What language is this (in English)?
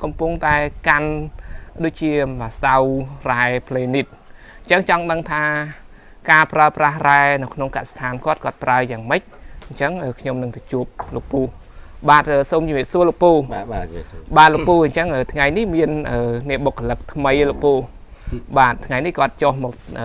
Khmer